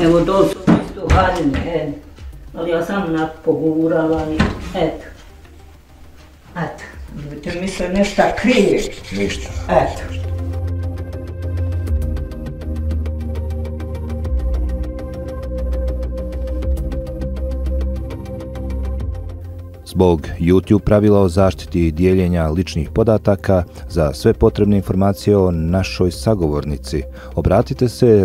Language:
Bosnian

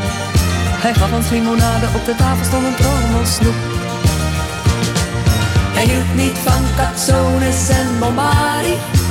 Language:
Dutch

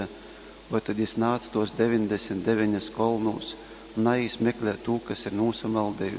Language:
Latgalian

